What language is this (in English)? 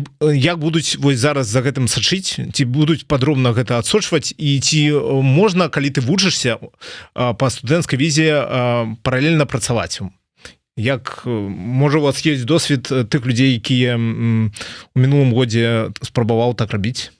Belarusian